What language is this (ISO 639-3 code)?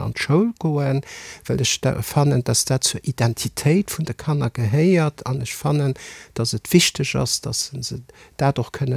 ltz